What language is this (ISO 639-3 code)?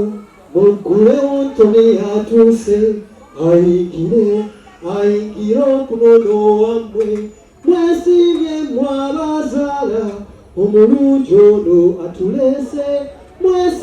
lug